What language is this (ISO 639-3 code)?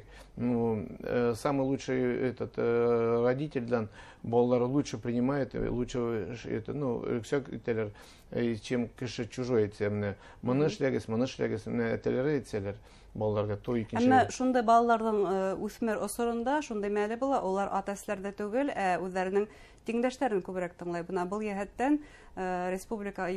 bak